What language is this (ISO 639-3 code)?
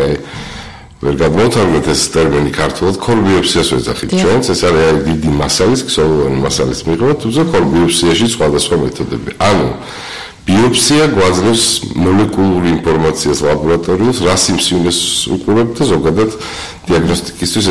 kat